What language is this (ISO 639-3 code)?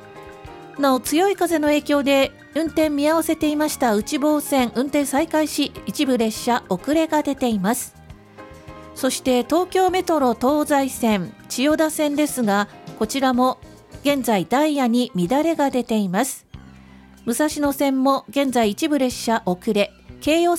jpn